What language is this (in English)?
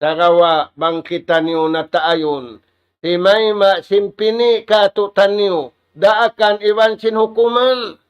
Tausug